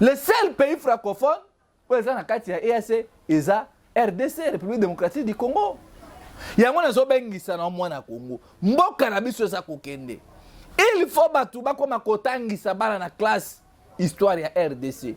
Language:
Lingala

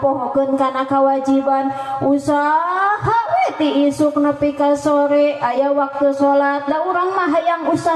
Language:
Sundanese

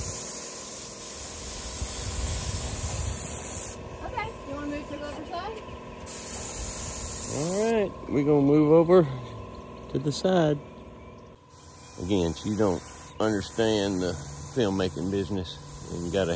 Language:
English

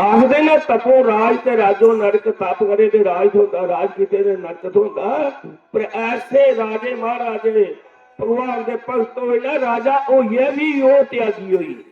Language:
Dogri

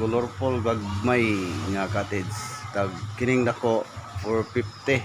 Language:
Cebuano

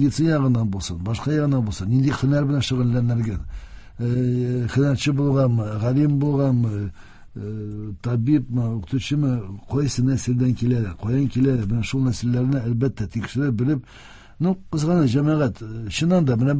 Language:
Tatar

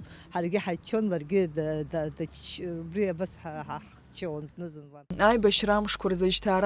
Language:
Abkhazian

